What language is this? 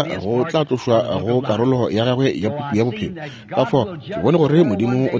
Northern Sotho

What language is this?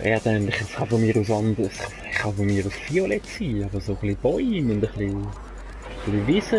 Swiss German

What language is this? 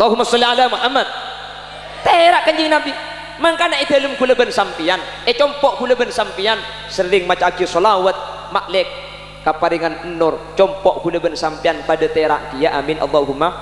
Madurese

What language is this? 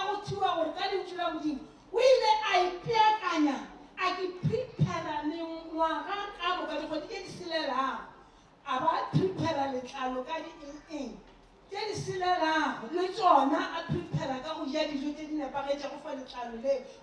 Northern Sotho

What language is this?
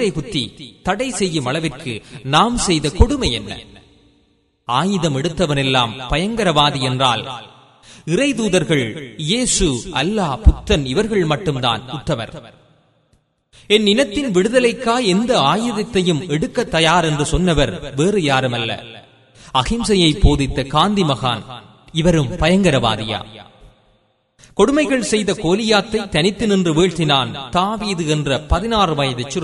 Tamil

